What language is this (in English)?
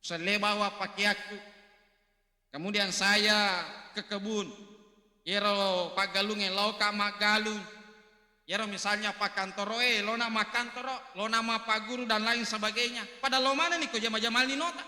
Buginese